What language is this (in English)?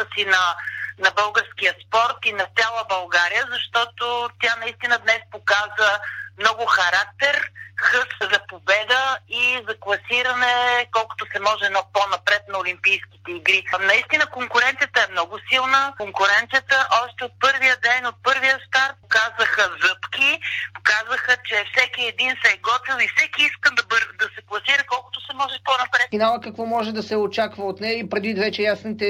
Bulgarian